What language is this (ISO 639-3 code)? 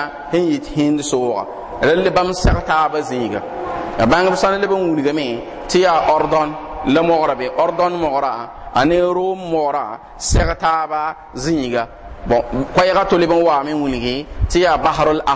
mos